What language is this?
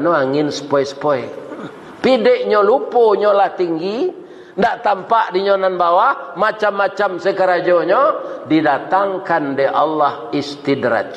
Minangkabau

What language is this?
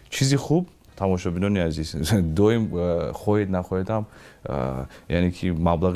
Tajik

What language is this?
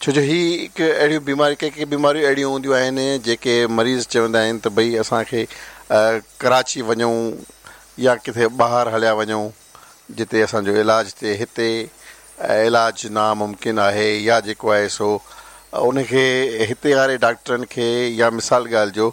Sindhi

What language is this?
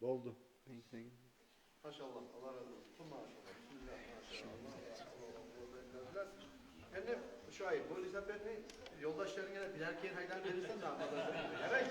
Kumyk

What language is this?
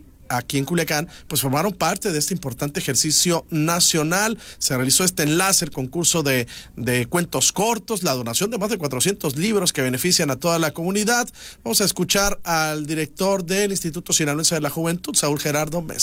Spanish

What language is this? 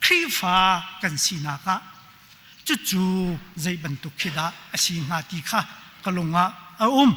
Hakha Chin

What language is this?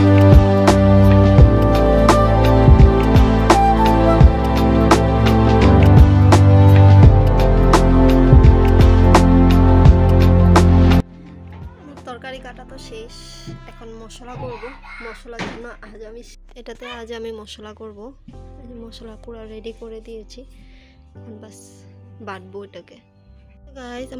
Bangla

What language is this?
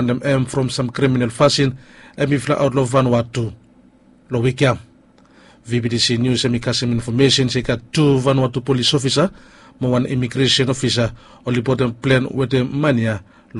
Bislama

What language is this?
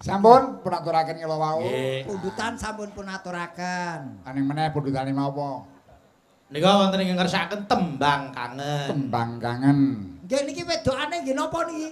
Javanese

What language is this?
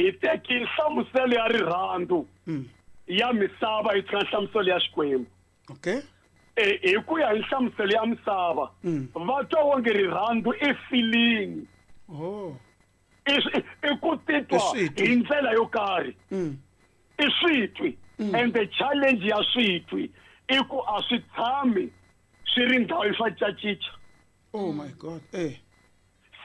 Tsonga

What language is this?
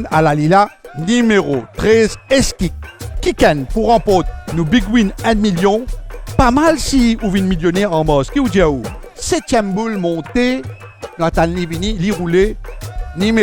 Morisyen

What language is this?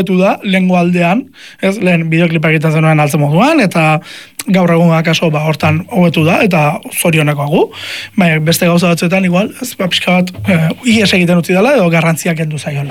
Basque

